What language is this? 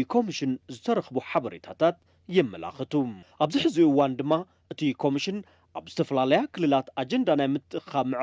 Tigrinya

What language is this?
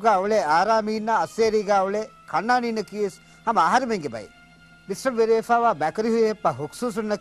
Divehi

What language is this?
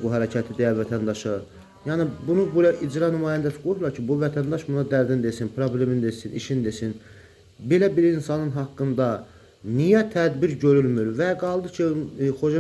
Azerbaijani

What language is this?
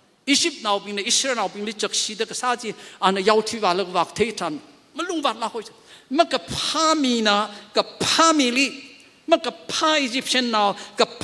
Tangkhul Naga (India)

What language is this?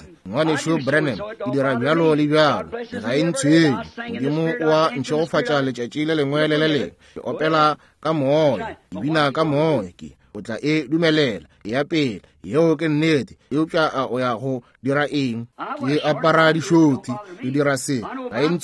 Northern Sotho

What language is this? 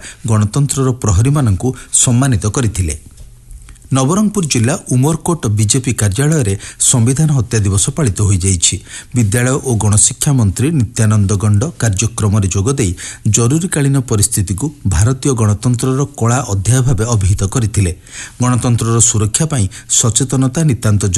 Odia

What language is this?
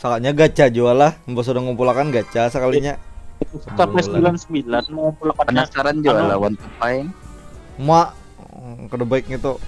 Banjar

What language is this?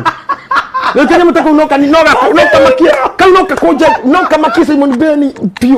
Kikuyu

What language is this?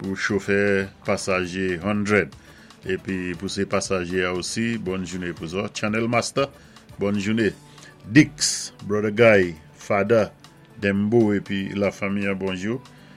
Saint Lucian Creole French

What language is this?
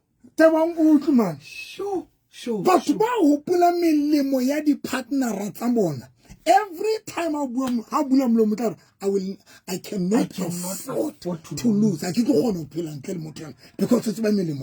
Southern Sotho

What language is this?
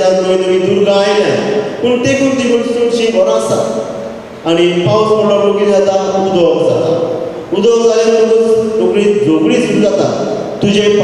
Konkani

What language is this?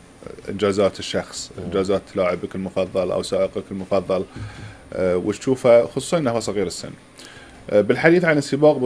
Gulf Arabic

